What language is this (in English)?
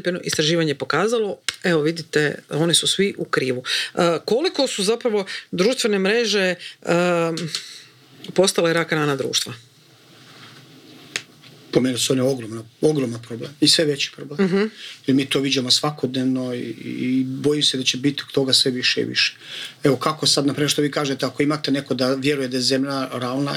Croatian